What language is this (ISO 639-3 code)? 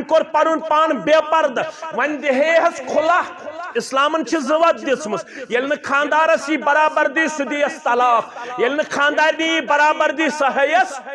kas